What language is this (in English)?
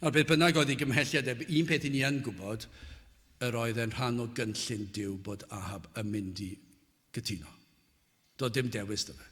Welsh